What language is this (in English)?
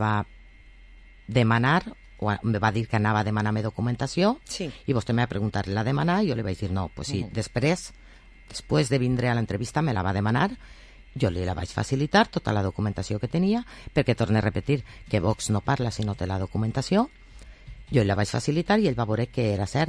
Catalan